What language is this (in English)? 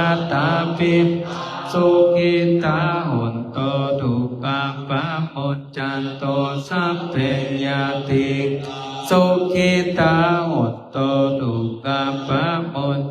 Pali